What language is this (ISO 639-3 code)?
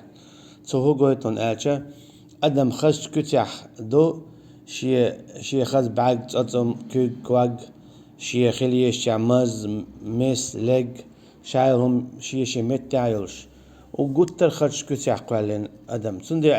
che